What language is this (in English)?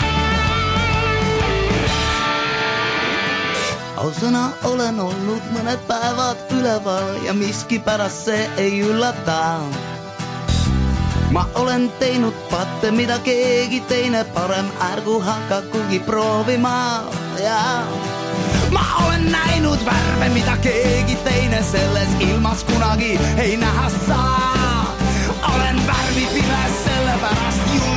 Estonian